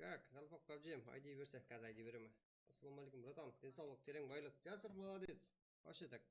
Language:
Kara-Kalpak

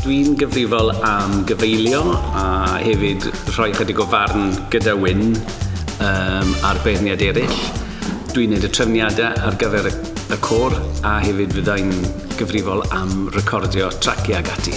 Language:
Welsh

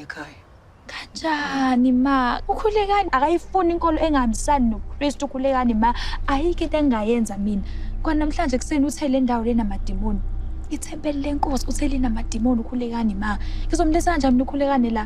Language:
Zulu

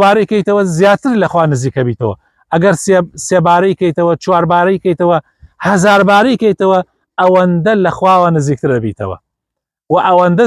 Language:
Central Kurdish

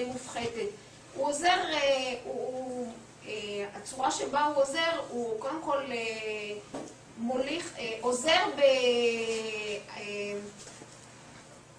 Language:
Hebrew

